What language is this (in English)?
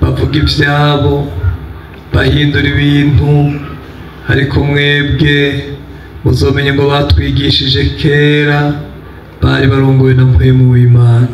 Rundi